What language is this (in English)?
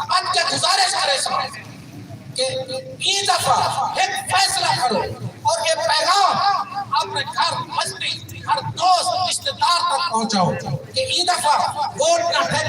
Saraiki